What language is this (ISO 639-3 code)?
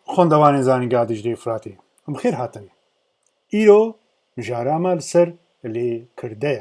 kur